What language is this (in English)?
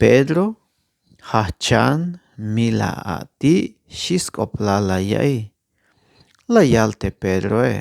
Tzeltal